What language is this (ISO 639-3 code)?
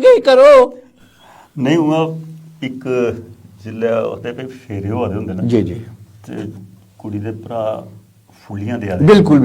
doi